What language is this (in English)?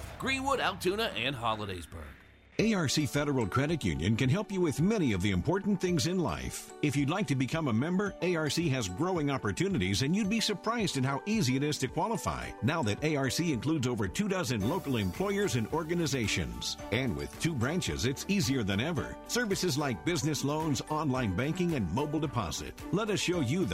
English